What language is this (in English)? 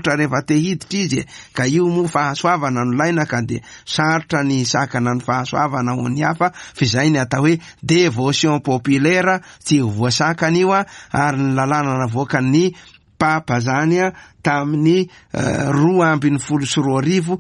Malagasy